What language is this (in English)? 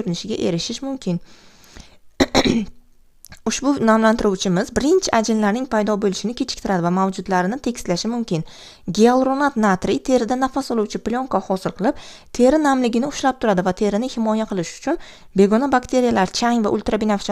Uzbek